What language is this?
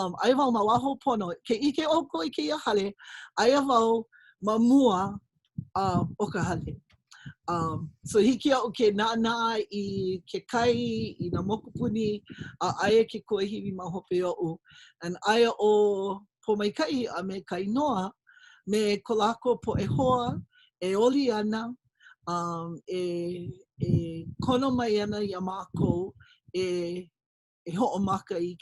Hawaiian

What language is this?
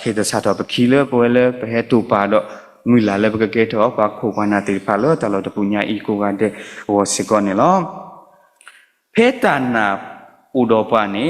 S'gaw Karen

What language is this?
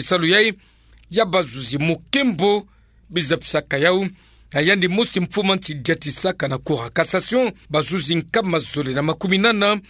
Kituba (Democratic Republic of Congo)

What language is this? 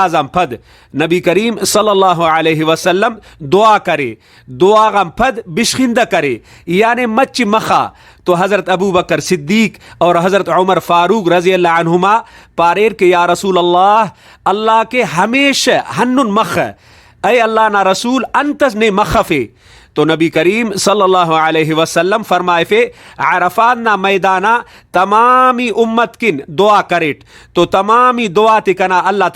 Brahui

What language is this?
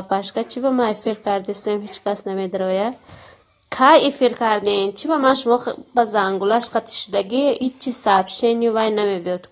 Tajik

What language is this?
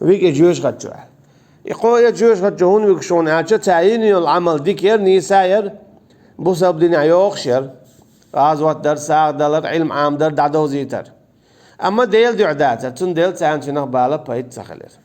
Chechen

